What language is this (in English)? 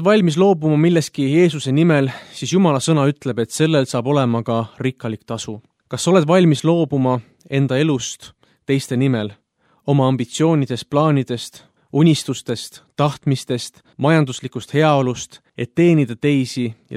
Estonian